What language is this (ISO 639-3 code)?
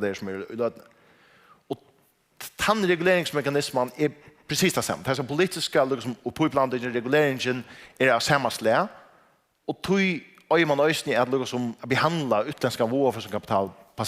fao